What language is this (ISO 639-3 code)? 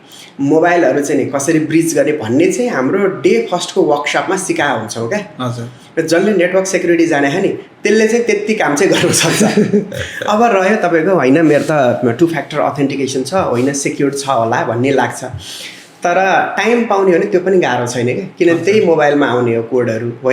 nep